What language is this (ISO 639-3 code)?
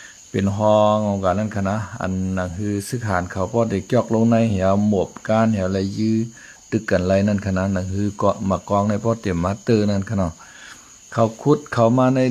shn